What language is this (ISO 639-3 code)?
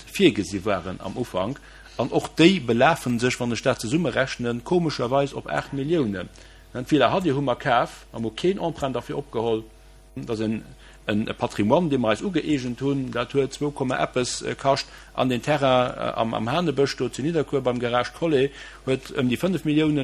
ltz